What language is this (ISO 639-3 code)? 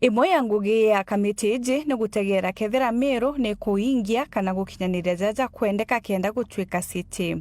mer